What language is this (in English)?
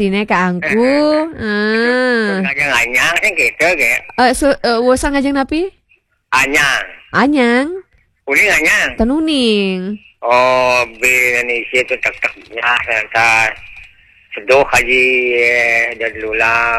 Balinese